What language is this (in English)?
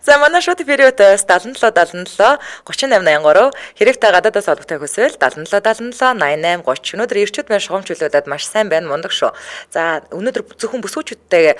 Mongolian